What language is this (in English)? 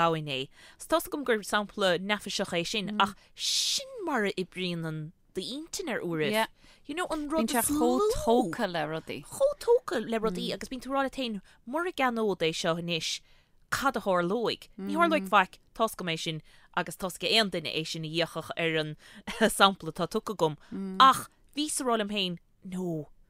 Irish